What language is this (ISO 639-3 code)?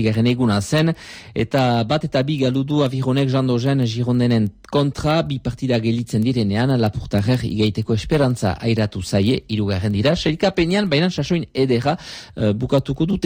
eus